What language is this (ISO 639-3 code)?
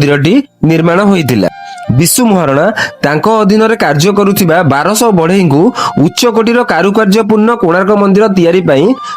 ori